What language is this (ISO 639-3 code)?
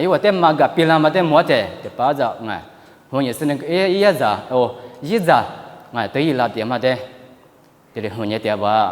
lis